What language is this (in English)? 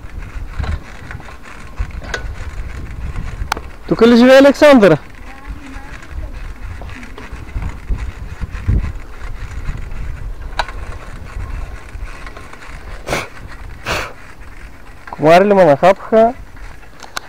Bulgarian